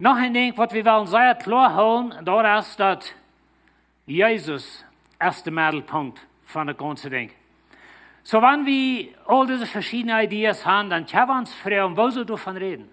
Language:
Plautdietsch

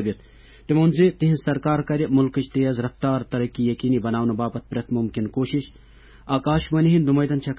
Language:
Kashmiri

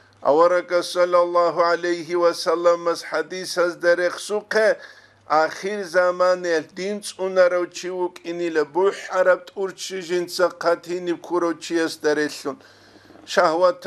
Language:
Avaric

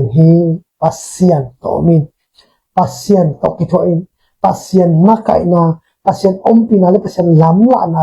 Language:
Tedim Chin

